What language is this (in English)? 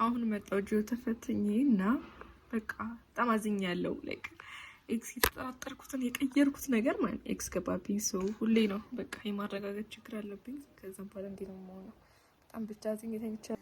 Amharic